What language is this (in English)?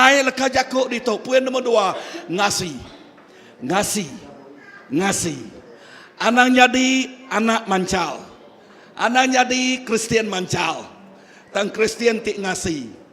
Iban